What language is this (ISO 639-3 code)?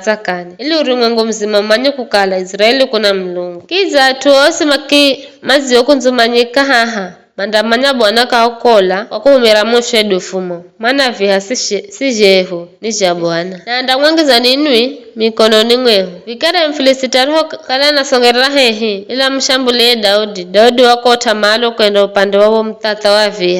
nyf